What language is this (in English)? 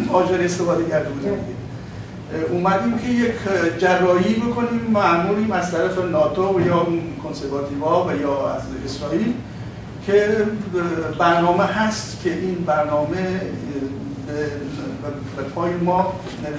Persian